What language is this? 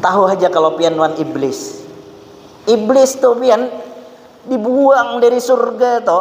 Banjar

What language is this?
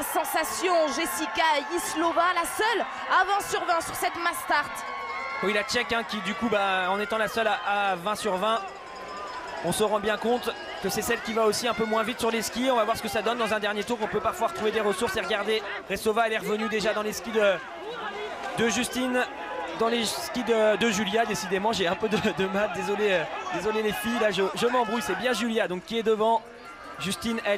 French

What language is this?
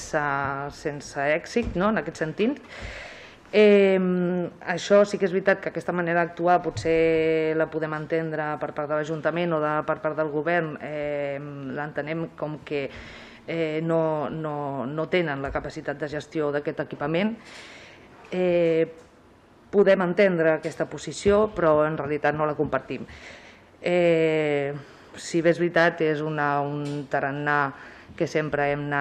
Catalan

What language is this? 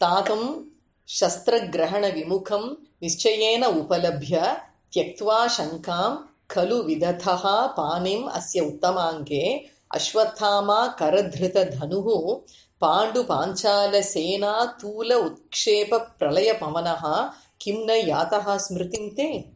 Sanskrit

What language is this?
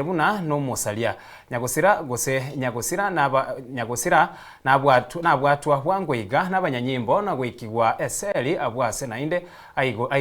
Gusii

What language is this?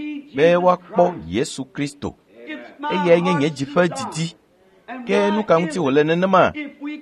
Ewe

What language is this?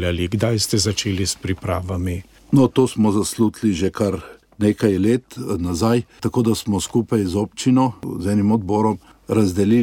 Slovenian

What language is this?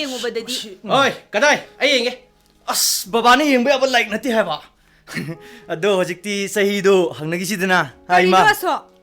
Manipuri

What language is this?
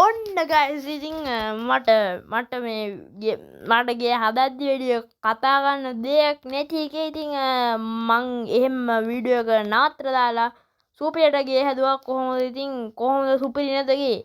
Sinhala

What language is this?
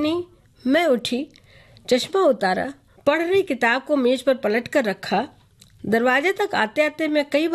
Hindi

